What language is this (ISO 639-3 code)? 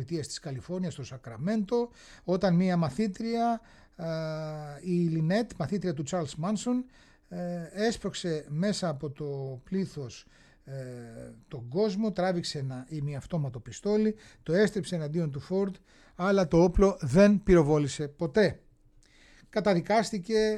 ell